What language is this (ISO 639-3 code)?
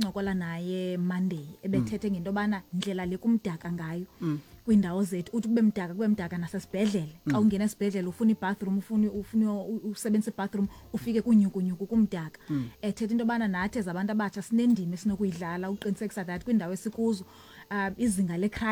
xho